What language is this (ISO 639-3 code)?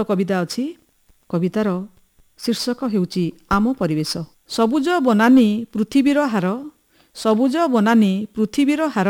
ori